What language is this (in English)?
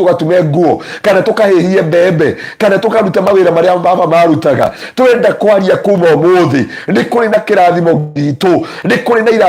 Kikuyu